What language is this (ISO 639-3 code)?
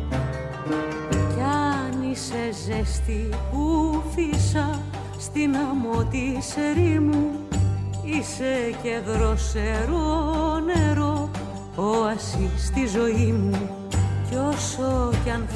ell